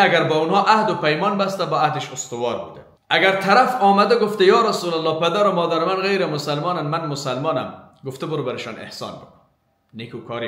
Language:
Persian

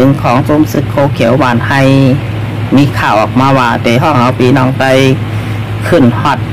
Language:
Shan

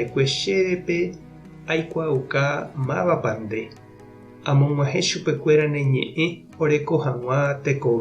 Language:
Guarani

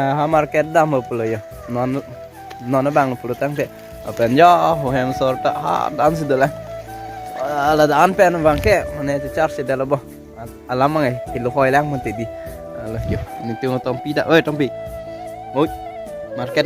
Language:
Karbi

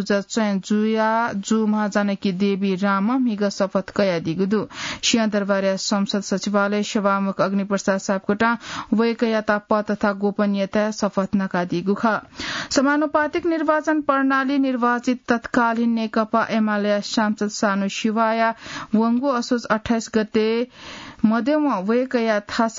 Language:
Newari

